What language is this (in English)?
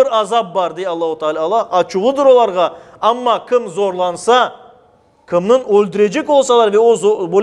Crimean Tatar